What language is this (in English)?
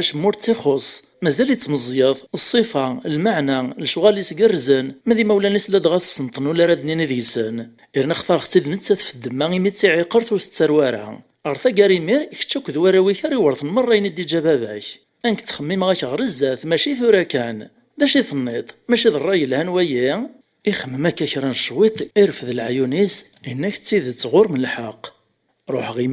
Kabyle